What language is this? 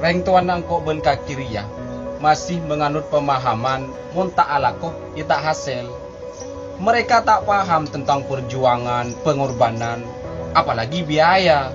Madurese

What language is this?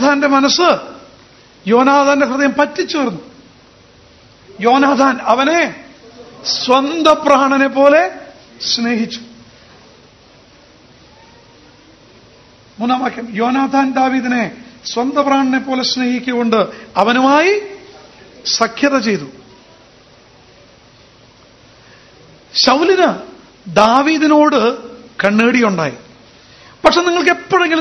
Malayalam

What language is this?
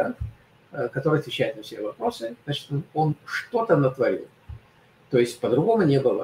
Russian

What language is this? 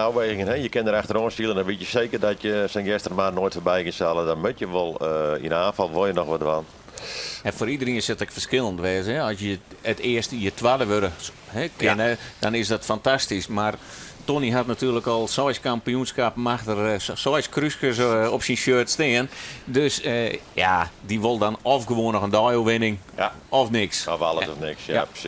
Western Frisian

